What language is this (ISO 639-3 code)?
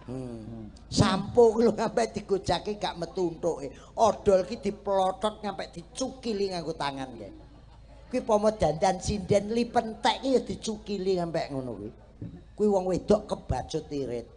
jav